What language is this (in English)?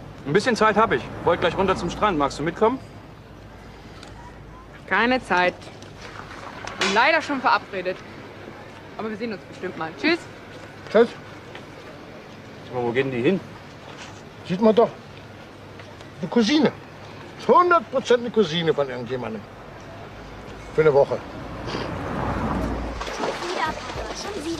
German